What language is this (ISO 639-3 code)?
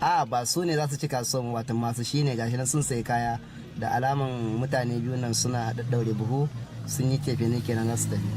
hau